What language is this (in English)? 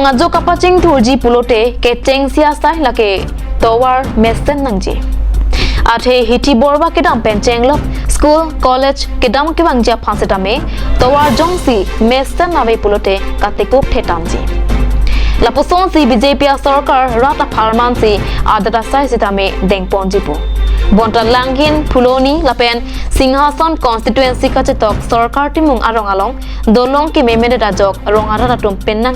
Karbi